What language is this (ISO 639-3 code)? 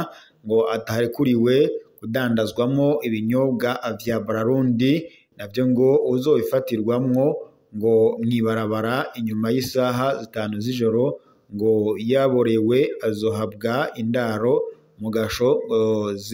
run